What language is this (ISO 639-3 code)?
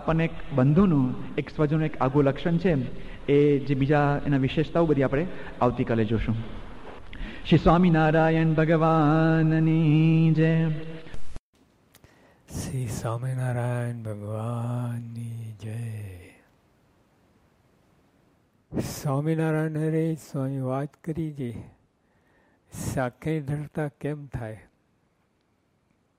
guj